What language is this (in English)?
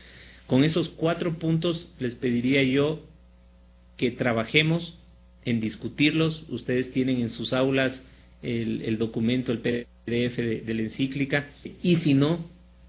Spanish